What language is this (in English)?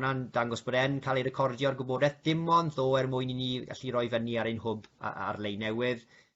Welsh